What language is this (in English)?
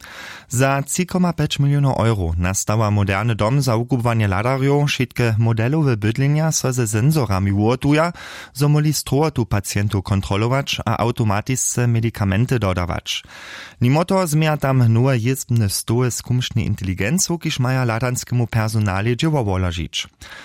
Upper Sorbian